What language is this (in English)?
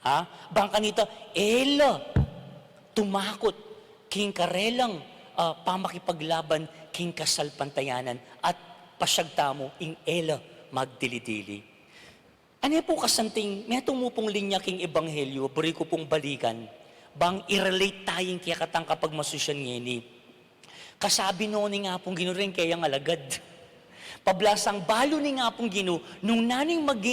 Pampanga